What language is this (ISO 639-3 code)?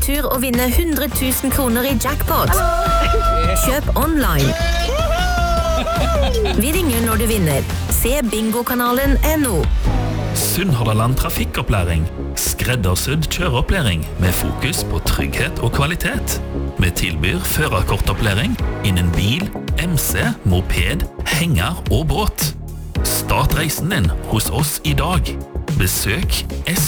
nor